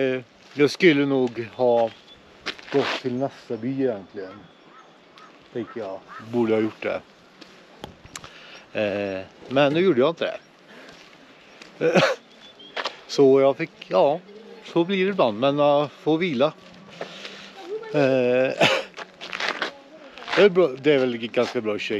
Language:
Swedish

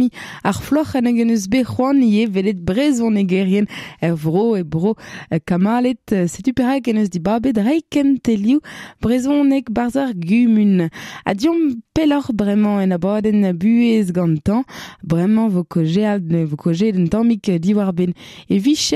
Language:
Breton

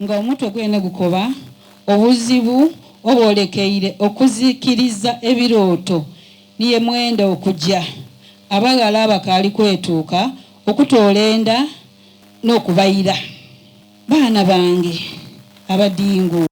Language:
Soga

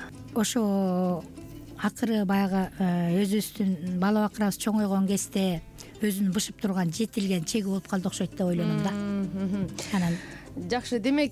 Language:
Kyrgyz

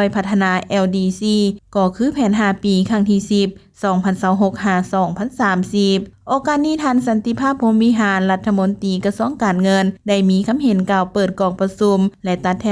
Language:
Lao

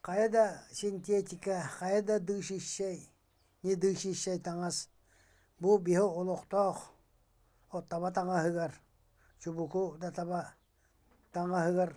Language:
Yakut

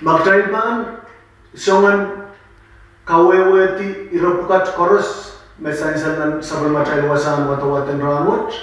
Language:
Pohnpeian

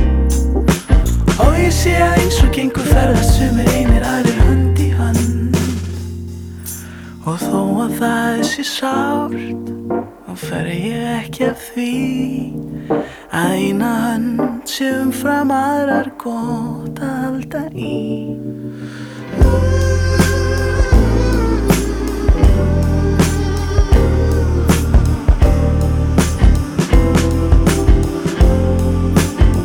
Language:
Icelandic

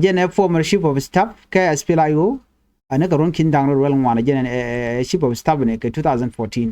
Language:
Nuer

